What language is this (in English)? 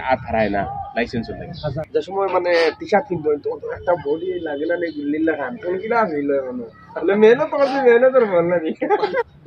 Sylheti